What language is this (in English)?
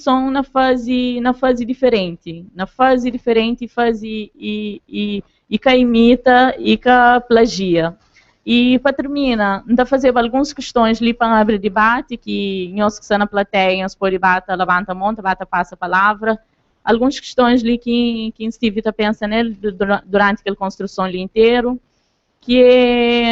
Kabuverdianu